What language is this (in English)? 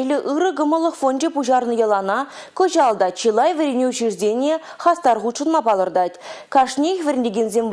Chuvash